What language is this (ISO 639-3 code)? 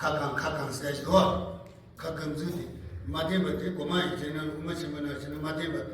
bod